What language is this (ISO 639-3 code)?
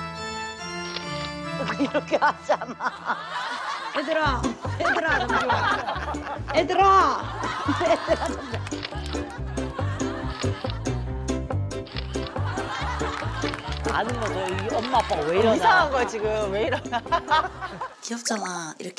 kor